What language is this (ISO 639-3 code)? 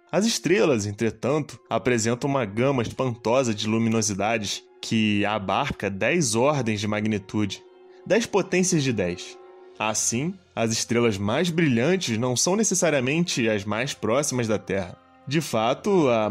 por